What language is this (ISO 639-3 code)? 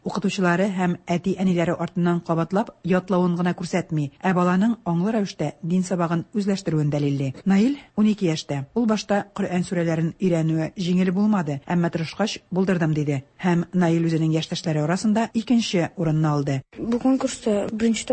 tat